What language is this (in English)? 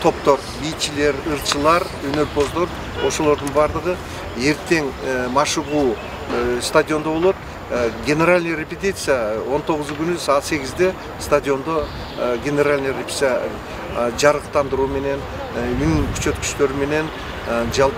Kyrgyz